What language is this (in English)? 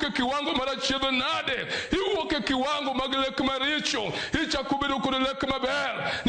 Luo (Kenya and Tanzania)